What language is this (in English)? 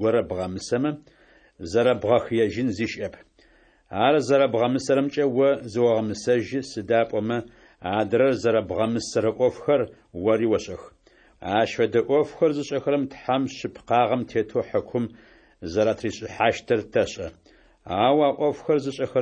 Adyghe